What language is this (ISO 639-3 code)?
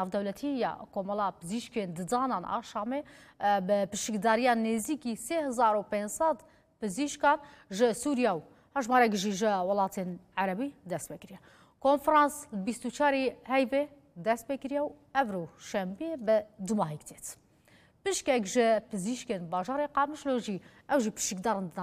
kur